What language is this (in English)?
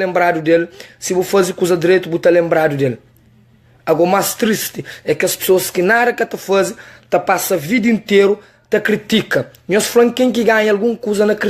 Kabuverdianu